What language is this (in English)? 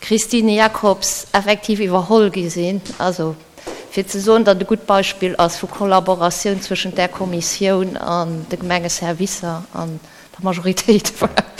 Luxembourgish